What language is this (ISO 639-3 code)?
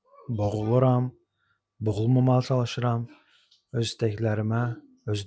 aze